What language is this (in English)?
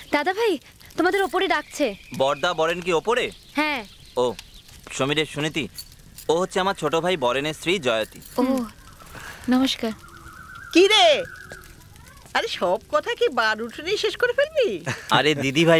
Bangla